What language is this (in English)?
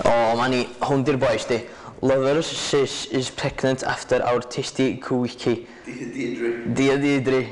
Welsh